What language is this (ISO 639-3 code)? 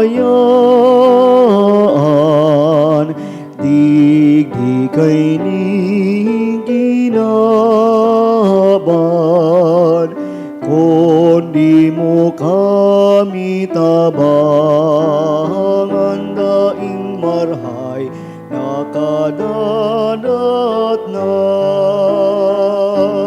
bik